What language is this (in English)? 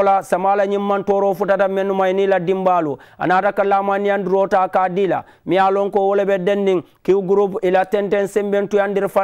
Mandingo